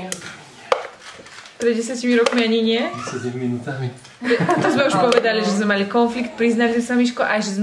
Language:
Slovak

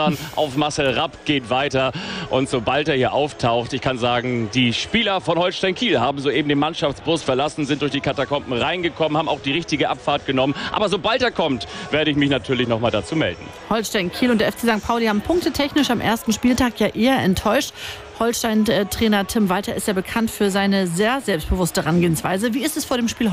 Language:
German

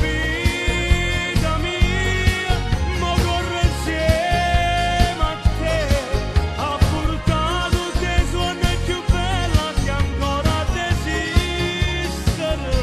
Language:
Neapolitan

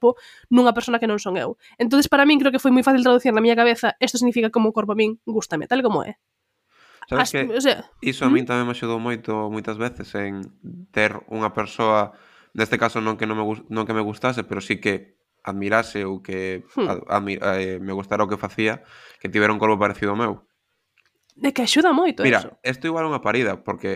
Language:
Galician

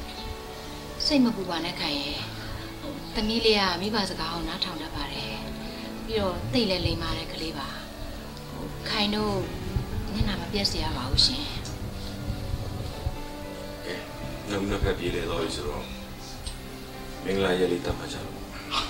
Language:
Burmese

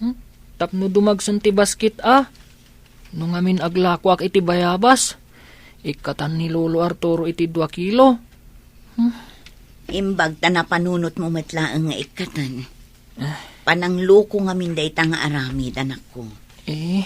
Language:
Iloko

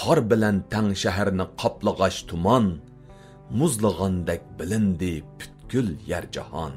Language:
Uyghur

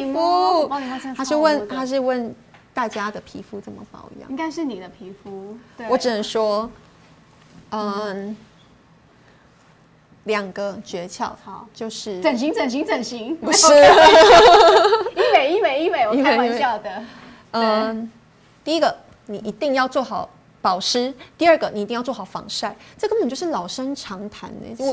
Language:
Chinese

